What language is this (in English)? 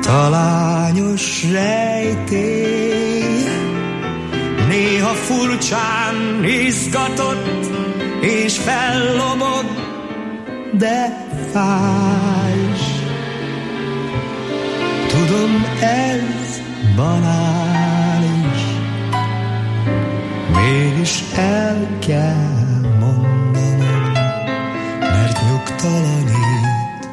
Hungarian